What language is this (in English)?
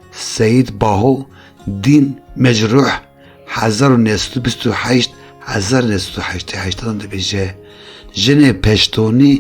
Kurdish